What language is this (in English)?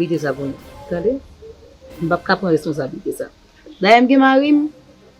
Haitian Creole